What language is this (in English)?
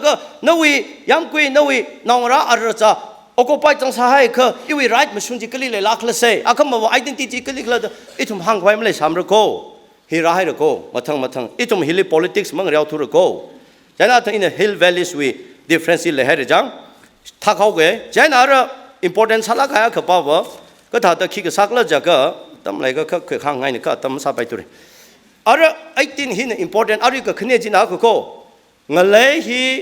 Tangkhul Naga (India)